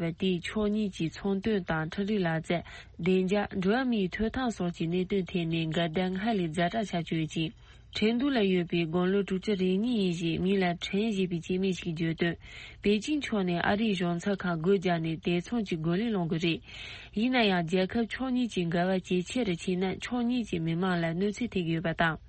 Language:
Tibetan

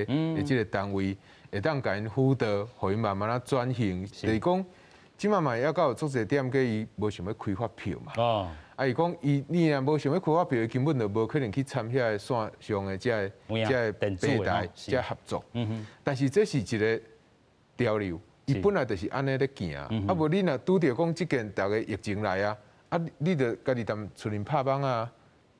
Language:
Min Nan Chinese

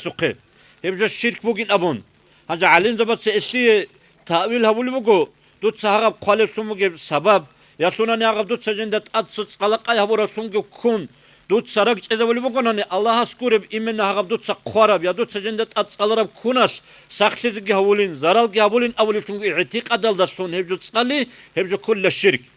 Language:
Avaric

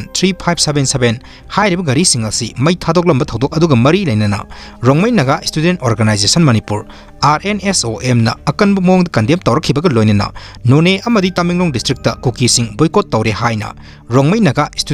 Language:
Manipuri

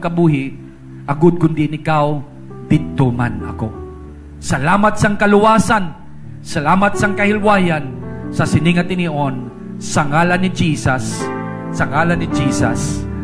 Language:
Hiligaynon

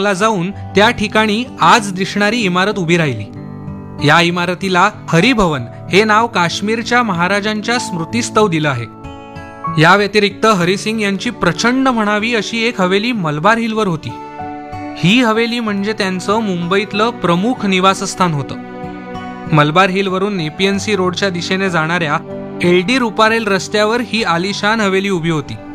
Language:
Marathi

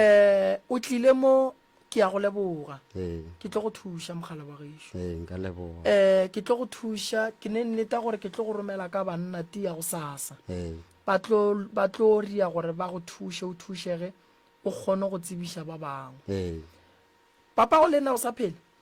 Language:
Northern Sotho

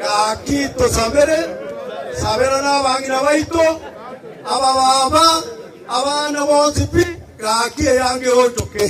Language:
Gusii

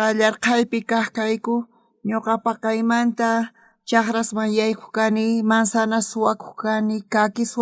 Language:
South Bolivian Quechua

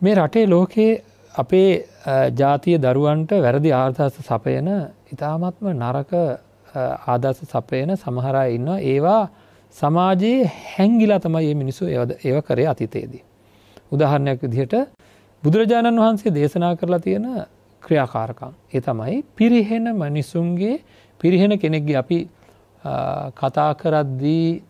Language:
Sinhala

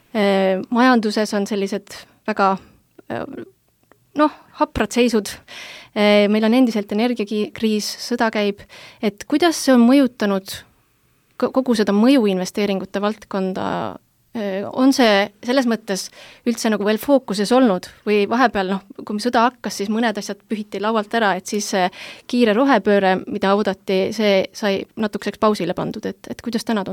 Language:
Estonian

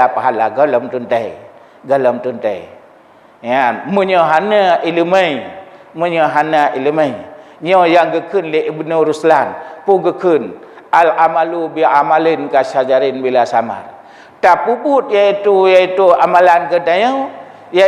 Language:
Achinese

